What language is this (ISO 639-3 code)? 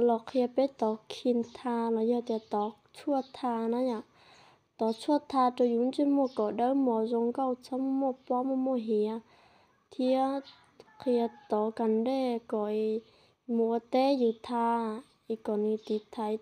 hmn